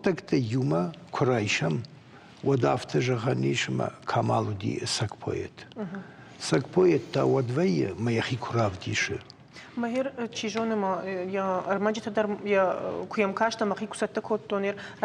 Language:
Ossetic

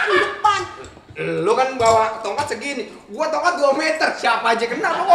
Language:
Betawi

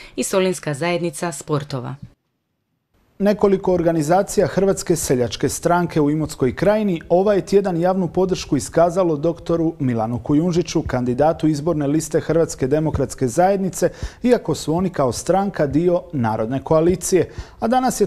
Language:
Croatian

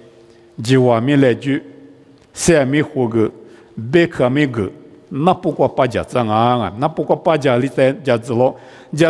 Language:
Lisu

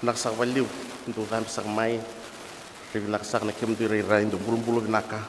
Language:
Fijian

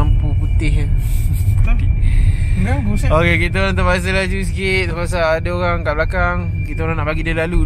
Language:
Malay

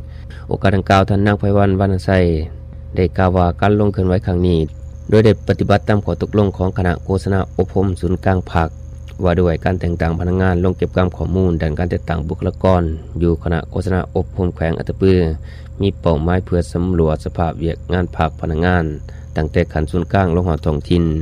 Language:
Lao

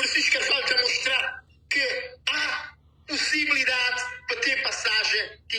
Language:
Kabuverdianu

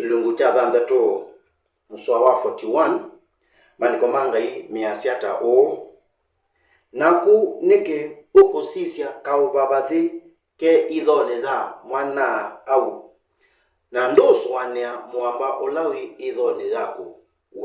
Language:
Kamba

